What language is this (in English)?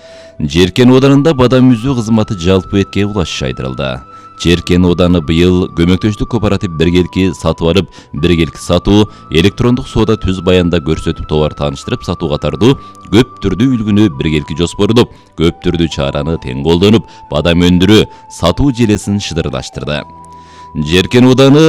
Kyrgyz